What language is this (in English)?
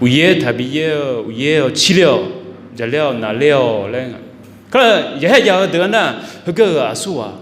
Akha